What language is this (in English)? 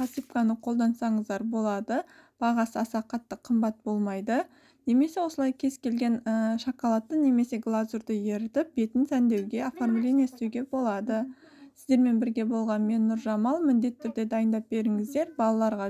Kazakh